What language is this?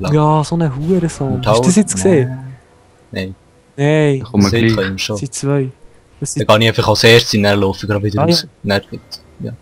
Swiss German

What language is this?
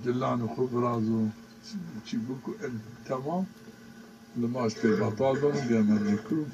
Zaza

